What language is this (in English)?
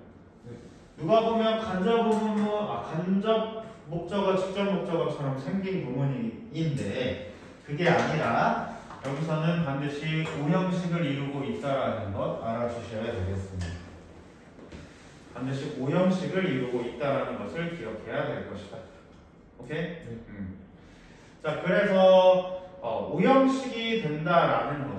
Korean